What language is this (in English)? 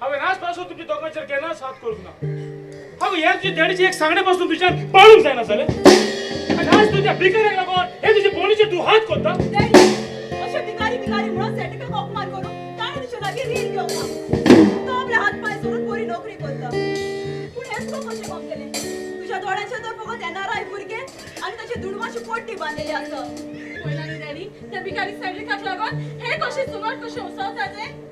Konkani